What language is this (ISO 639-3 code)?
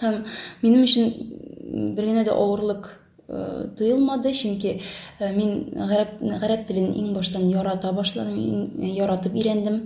tat